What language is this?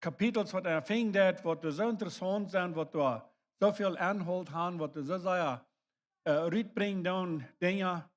Plautdietsch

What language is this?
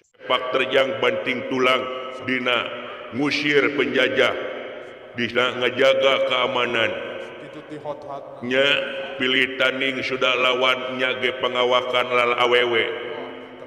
Sundanese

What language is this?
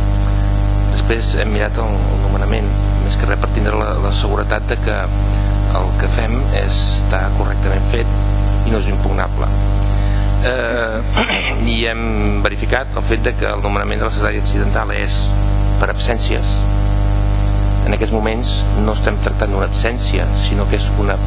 Catalan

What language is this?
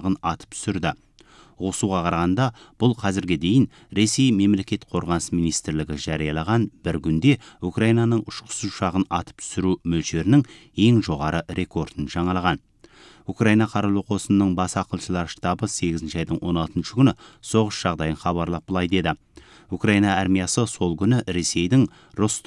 Kazakh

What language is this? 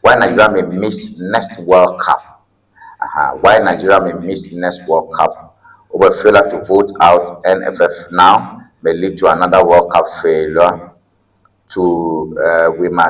Ewe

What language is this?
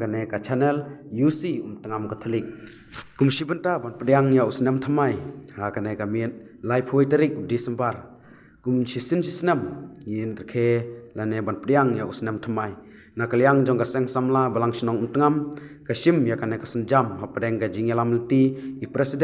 Khasi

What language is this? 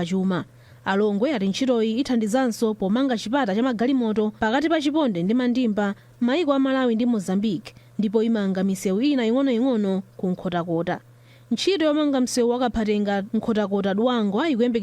Nyanja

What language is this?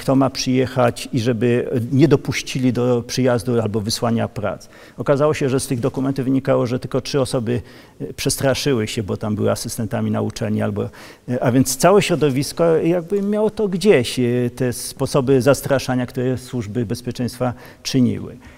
Polish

